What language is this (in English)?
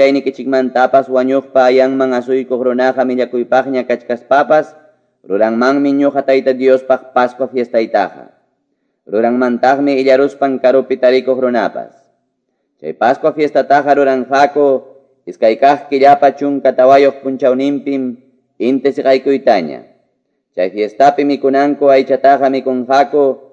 Ayacucho Quechua